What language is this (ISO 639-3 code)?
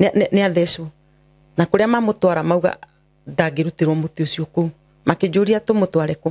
kik